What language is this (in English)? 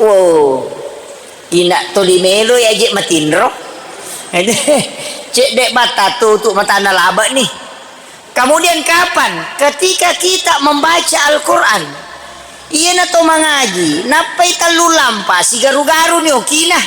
Buginese